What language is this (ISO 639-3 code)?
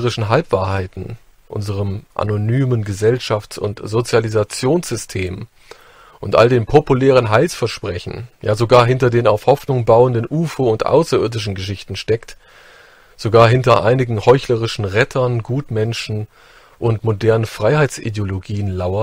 deu